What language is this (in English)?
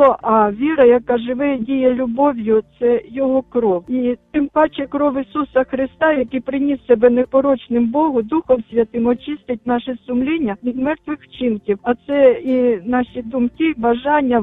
Ukrainian